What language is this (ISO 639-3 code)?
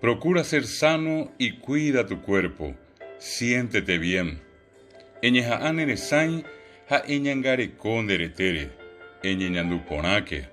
grn